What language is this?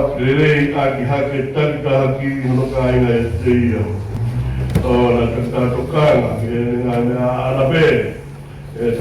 Tongan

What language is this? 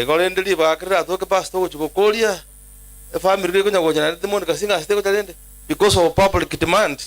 Gusii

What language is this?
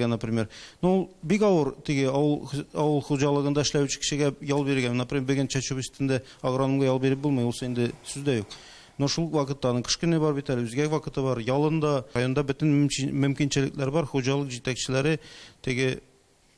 Tatar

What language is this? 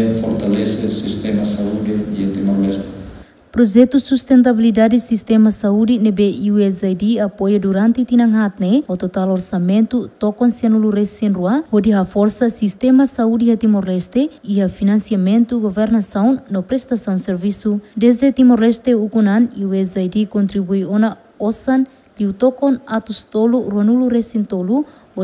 Tetum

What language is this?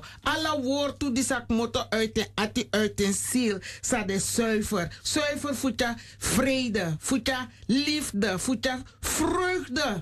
Sranan Tongo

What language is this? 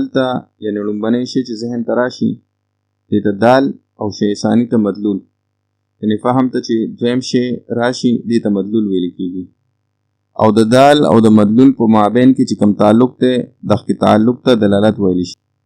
Pashto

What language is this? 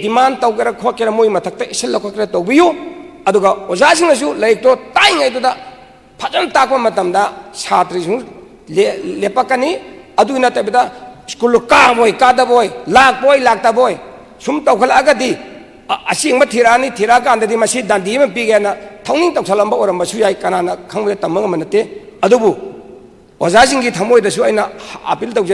Manipuri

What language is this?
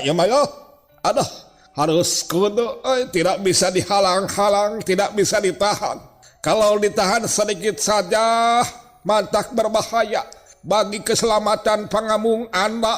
Sundanese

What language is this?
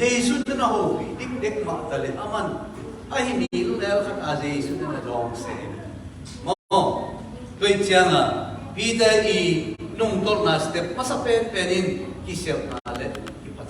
Tedim Chin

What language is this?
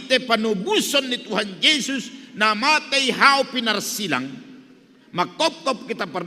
Batak Simalungun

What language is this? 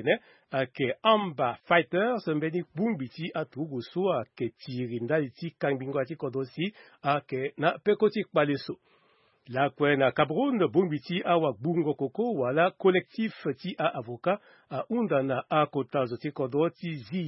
Sango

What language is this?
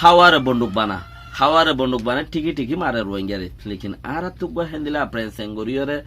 Rohingya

